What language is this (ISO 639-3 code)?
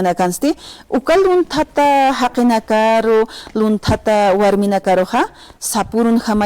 aym